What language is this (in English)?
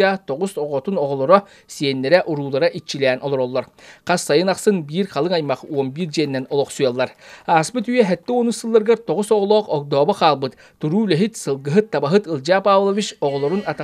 Yakut